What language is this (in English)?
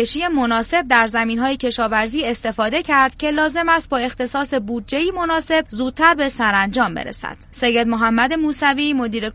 Persian